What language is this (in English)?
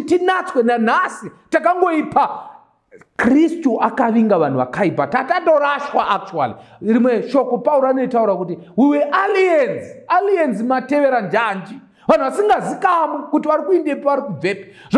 Shona